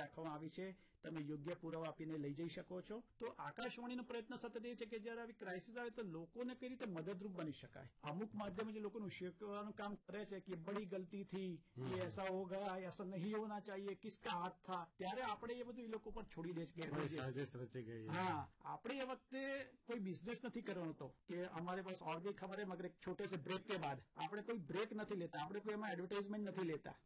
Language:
Gujarati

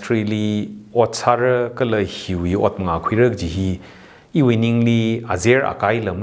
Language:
Tangkhul Naga (India)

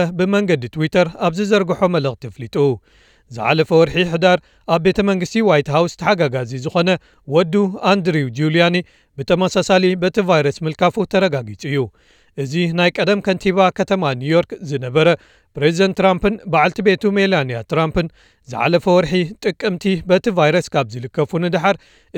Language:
Tigrinya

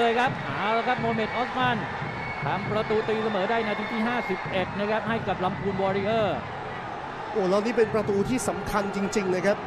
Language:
Thai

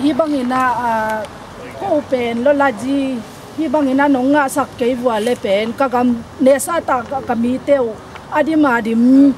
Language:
Tedim Chin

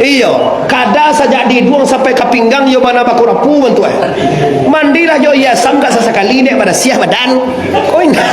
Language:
Minangkabau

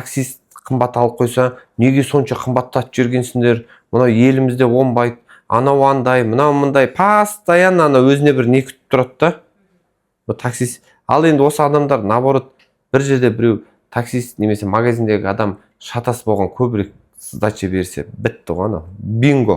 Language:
Kazakh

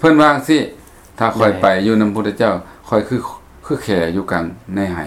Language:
Lao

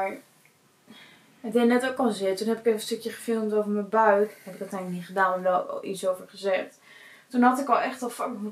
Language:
Dutch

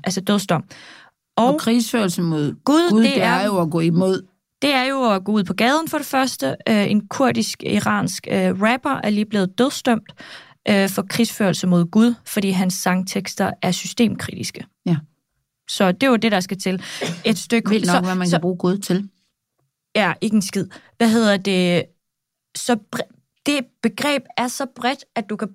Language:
Danish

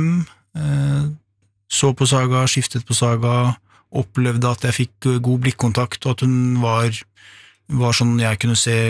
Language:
Norwegian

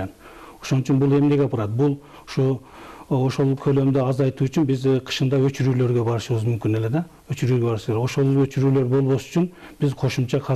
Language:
Kyrgyz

